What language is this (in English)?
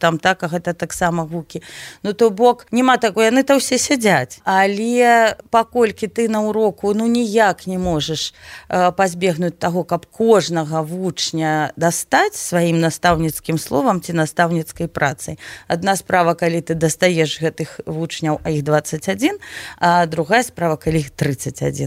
Belarusian